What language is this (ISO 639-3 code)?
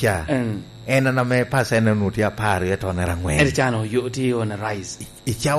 laj